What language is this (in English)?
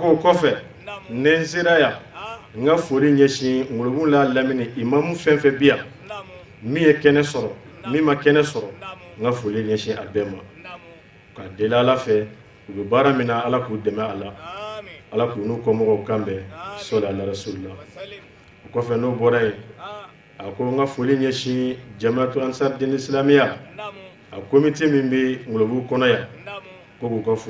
Bambara